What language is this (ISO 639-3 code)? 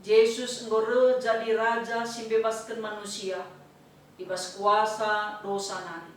btx